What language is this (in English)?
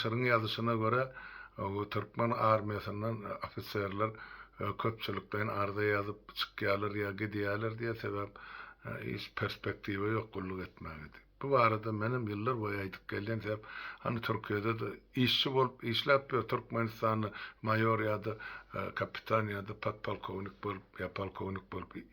Turkmen